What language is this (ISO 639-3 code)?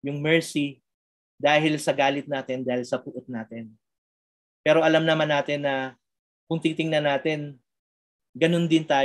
fil